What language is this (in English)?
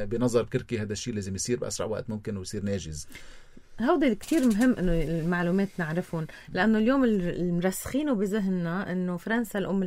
North Levantine Arabic